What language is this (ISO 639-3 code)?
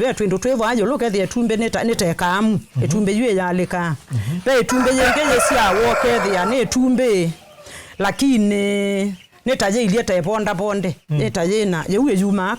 kam